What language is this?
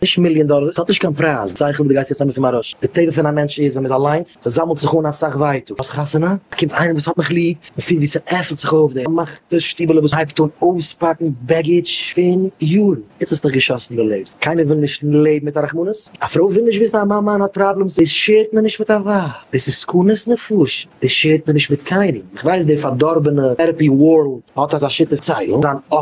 Yiddish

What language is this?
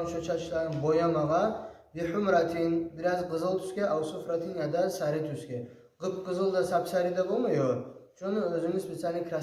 Kumyk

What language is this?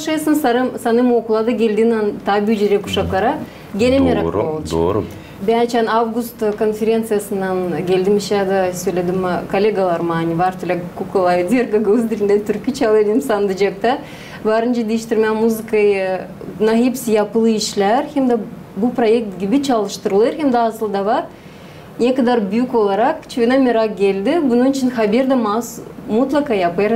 Gagauz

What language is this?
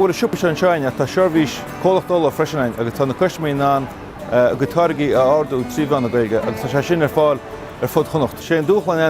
Irish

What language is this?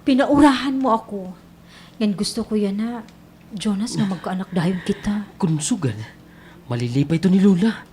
Waray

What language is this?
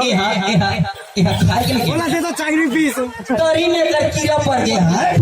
Sadri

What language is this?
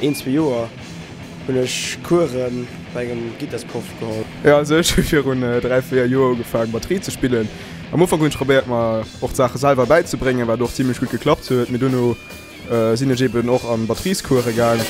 Luxembourgish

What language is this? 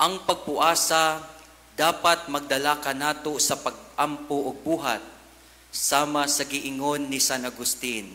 Cebuano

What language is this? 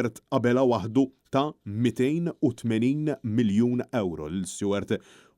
Maltese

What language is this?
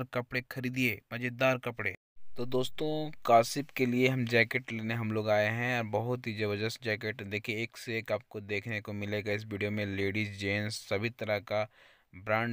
Hindi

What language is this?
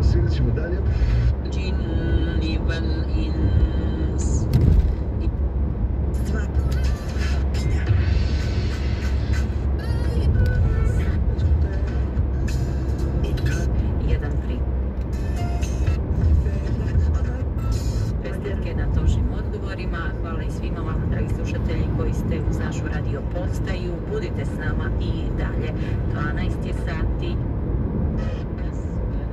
Croatian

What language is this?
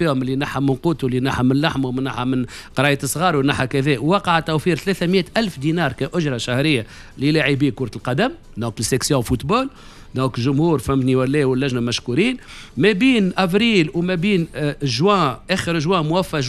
Tunisian Arabic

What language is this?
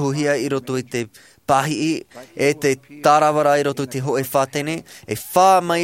Tahitian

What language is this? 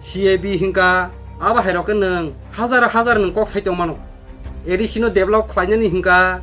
Kok Borok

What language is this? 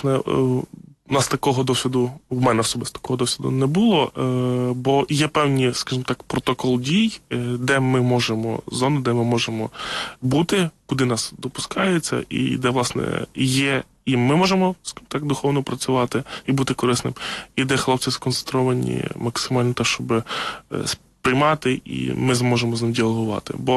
Ukrainian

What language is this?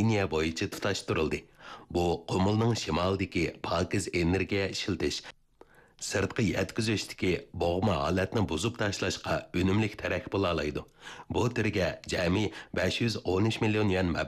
Uyghur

